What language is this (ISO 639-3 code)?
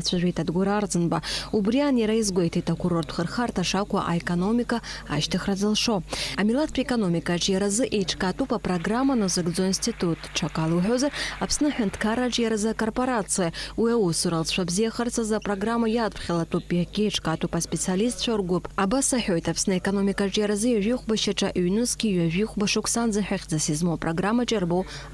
abk